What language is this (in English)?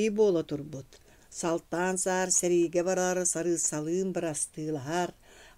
Yakut